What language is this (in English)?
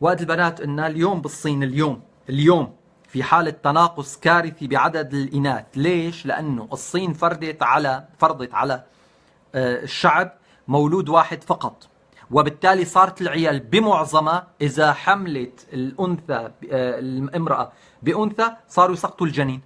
North Levantine Arabic